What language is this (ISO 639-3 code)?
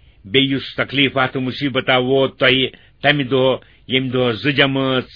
kas